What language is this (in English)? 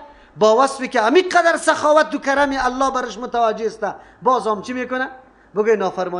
Persian